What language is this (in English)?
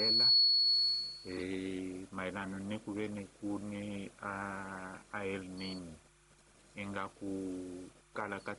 Tsonga